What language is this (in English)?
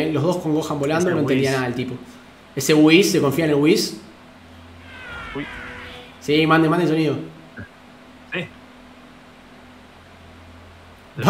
Spanish